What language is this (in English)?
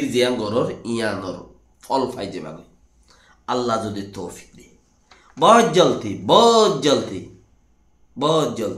Rohingya